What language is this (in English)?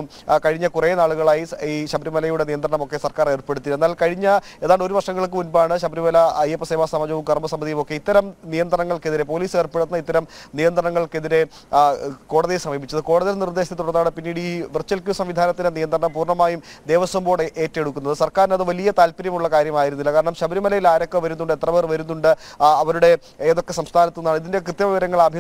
Malayalam